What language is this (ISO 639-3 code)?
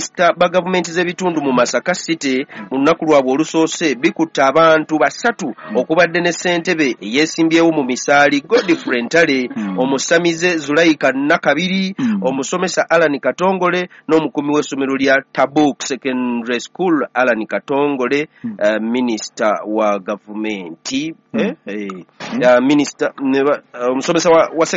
lug